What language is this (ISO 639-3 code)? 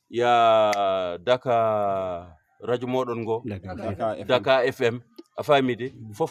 ful